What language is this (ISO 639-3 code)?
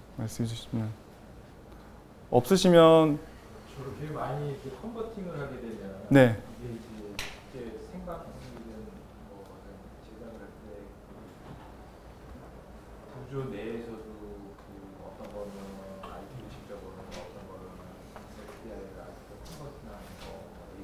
kor